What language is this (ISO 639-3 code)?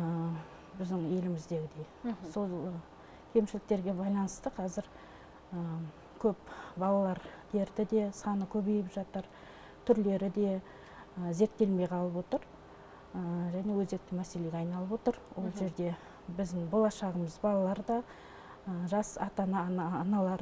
kaz